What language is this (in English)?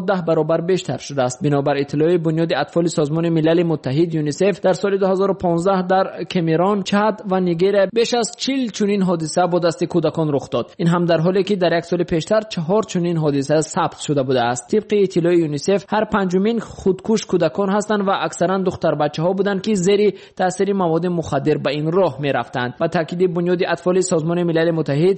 Tajik